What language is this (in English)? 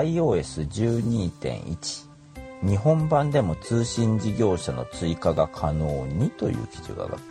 Japanese